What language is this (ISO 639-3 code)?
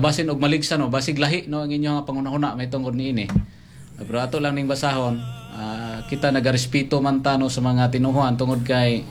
ceb